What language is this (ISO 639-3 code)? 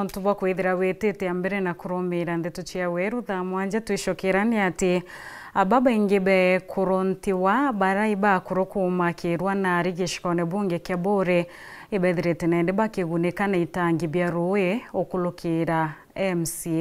mer